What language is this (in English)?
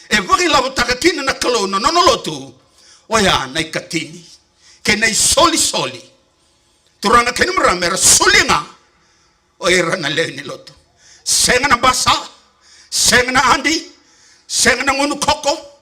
Fijian